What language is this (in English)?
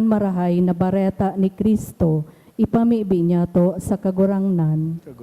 Bikol